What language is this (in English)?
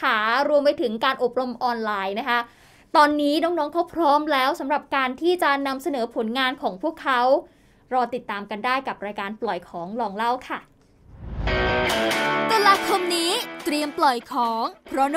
Thai